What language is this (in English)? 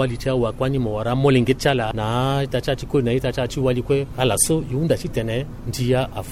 Sango